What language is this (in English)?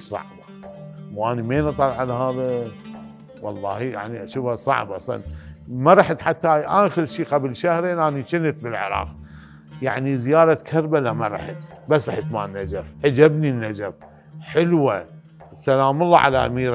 Mesopotamian Arabic